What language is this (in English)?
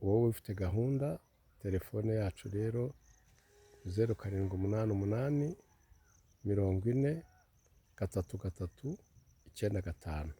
Kinyarwanda